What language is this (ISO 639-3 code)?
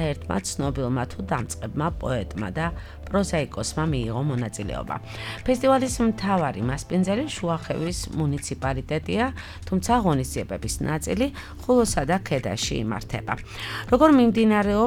kat